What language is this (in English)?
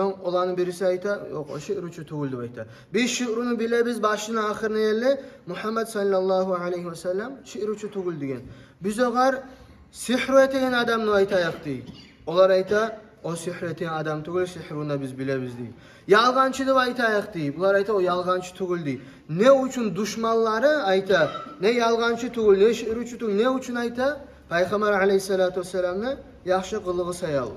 Kumyk